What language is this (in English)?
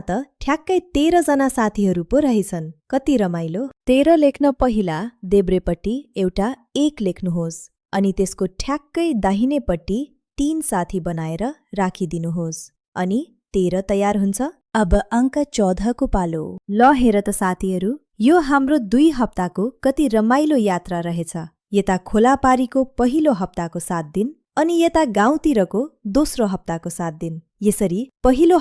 Nepali